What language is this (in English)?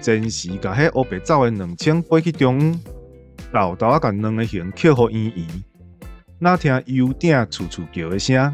Min Nan Chinese